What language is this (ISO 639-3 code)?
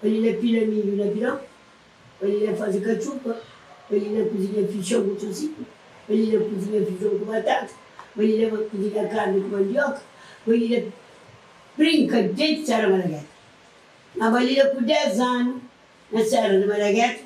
kea